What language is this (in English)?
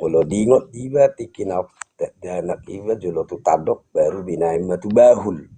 Batak Toba